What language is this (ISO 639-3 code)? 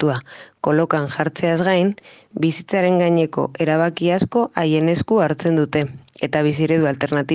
eus